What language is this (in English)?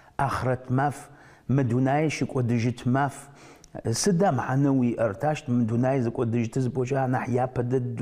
Adyghe